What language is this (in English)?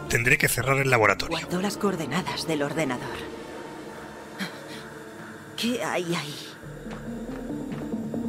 Spanish